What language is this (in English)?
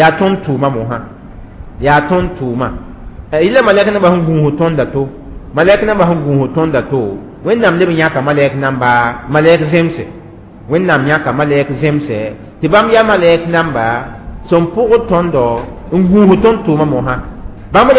Mossi